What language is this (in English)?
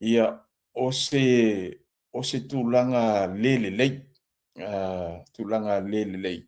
Samoan